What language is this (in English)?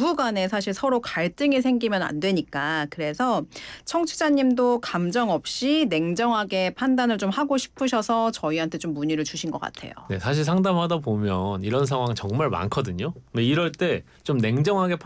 Korean